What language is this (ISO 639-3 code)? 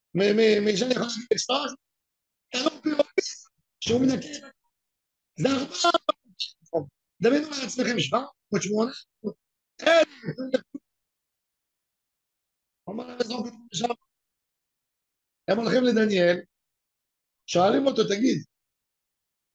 heb